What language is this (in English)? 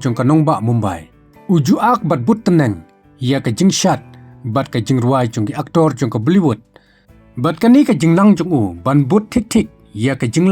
Khasi